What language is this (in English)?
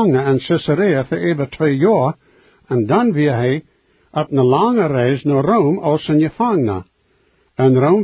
Plautdietsch